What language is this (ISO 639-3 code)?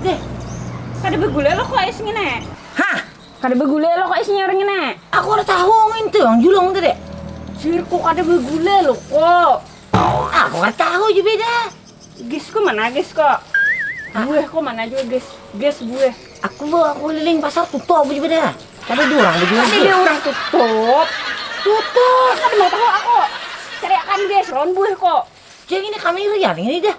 bjn